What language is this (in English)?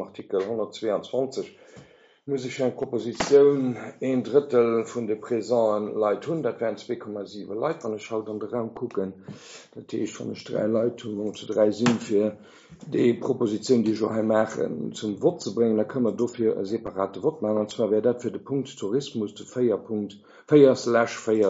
Luxembourgish